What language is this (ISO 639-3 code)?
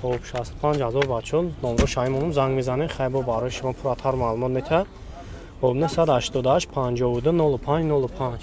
tgk